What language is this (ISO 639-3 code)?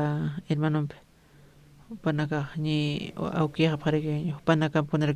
aym